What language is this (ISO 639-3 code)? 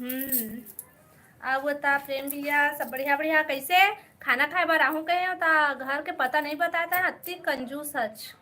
hne